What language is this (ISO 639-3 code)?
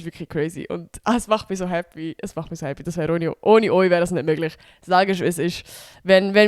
gsw